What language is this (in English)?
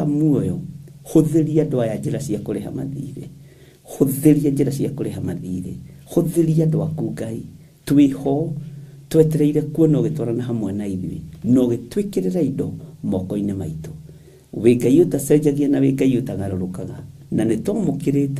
Kikuyu